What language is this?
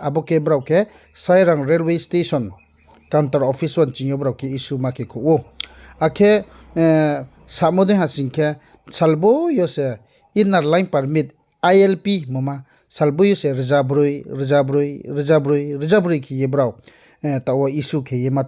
Riang (India)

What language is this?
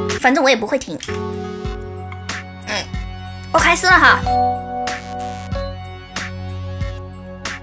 Chinese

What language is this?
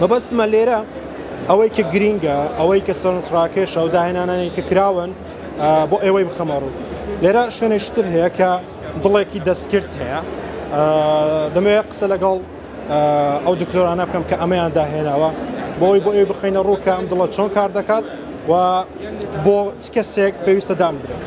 Central Kurdish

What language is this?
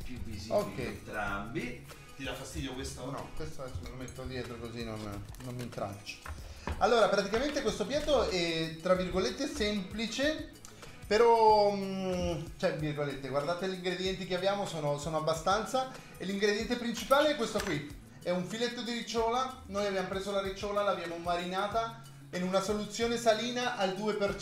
Italian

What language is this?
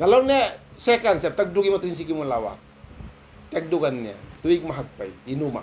Tausug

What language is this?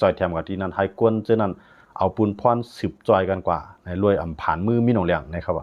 Shan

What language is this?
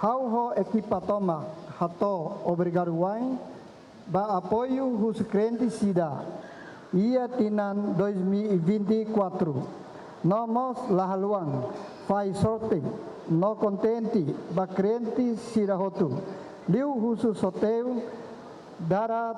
Tetum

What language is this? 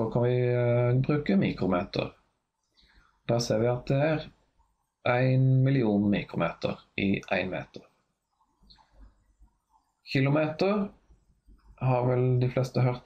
Norwegian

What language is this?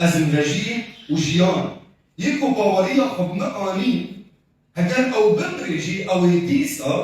Kurdish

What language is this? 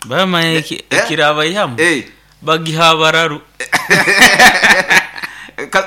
Nyoro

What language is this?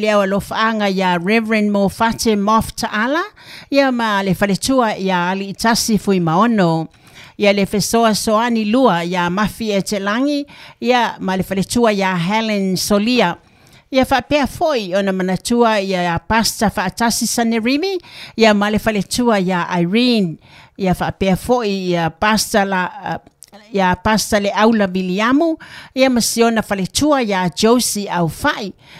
Samoan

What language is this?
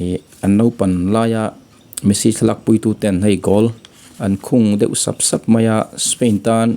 Mizo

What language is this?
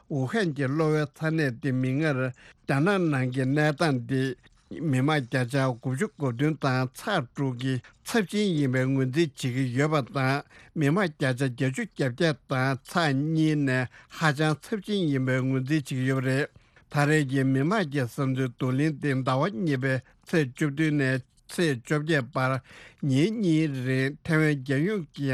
Tibetan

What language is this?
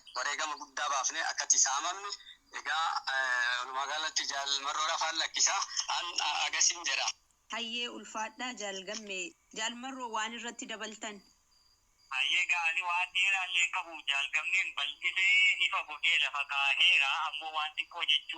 Oromo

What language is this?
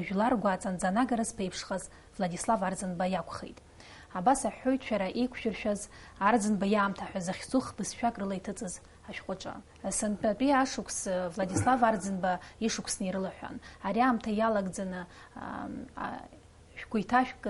Abkhazian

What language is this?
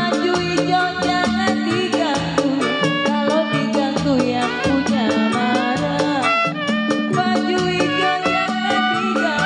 Betawi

